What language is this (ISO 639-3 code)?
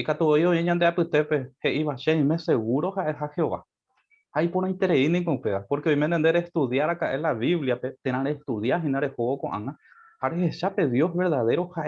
grn